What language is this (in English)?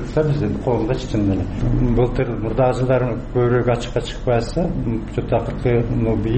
Kyrgyz